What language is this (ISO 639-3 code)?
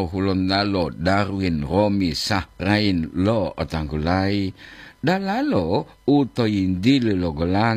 gor